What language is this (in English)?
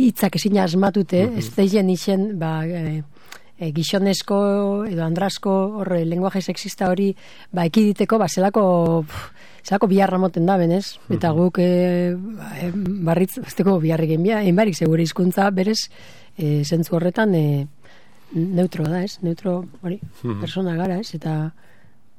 Basque